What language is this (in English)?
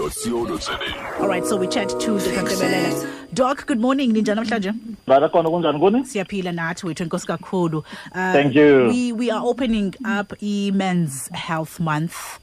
Xhosa